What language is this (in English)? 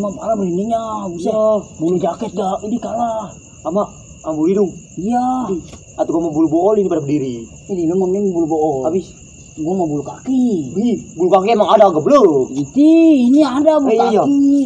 Betawi